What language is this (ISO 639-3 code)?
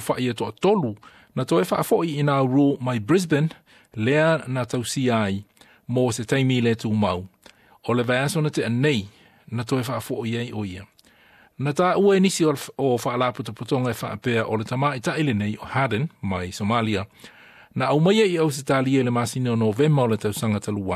smo